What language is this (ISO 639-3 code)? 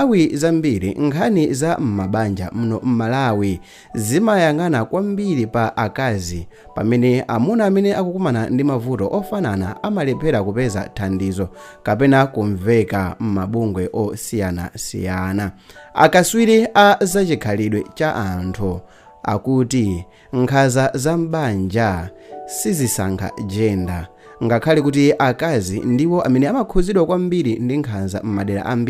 nya